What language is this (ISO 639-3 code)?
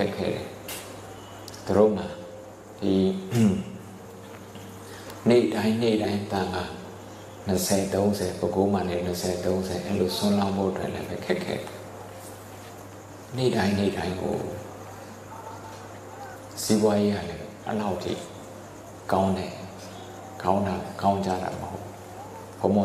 mya